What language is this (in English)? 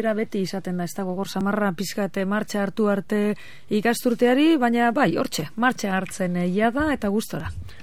Basque